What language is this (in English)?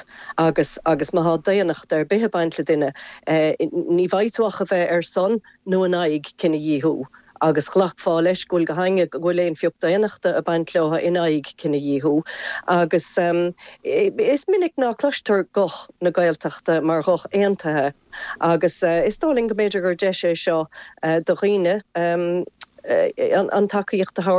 Irish